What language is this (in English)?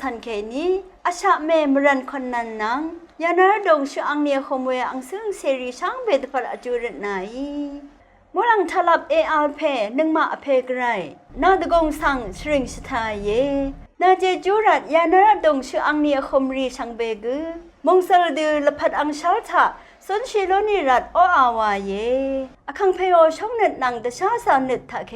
Rawang